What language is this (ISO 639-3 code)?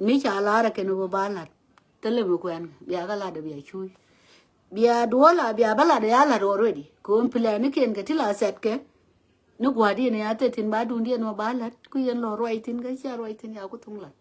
nus